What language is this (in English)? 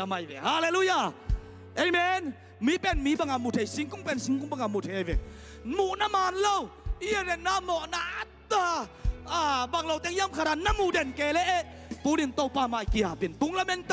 Tedim Chin